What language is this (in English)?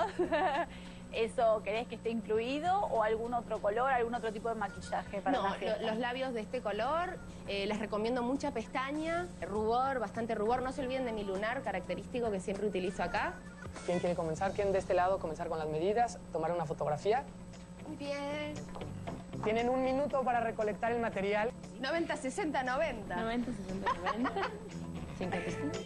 Spanish